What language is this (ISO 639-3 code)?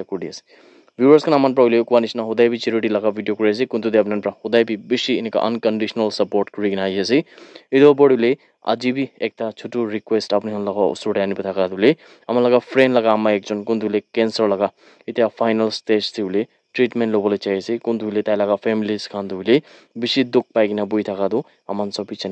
nag